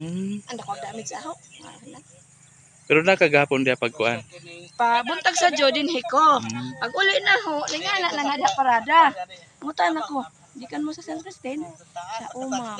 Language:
Cebuano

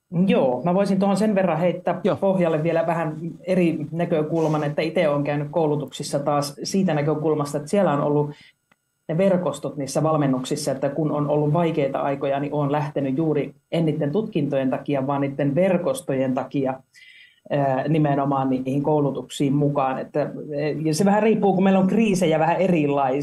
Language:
Finnish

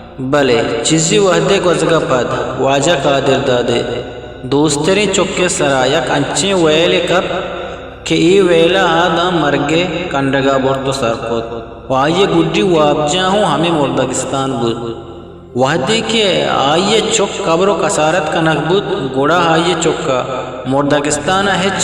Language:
Eastern Balochi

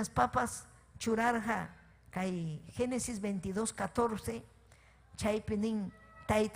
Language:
Ayacucho Quechua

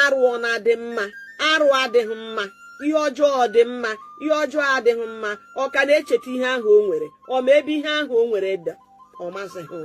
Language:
Igbo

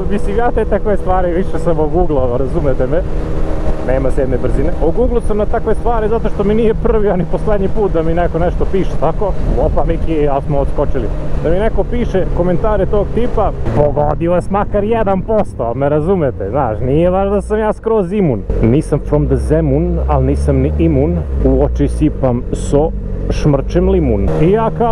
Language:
Serbian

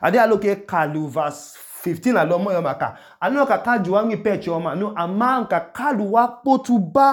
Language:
Idoma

